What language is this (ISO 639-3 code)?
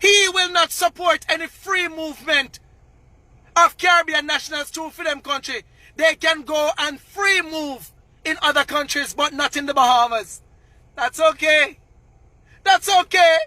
jam